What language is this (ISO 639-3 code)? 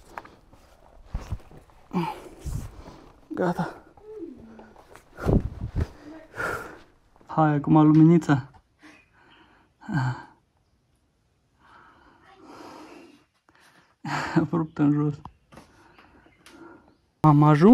ron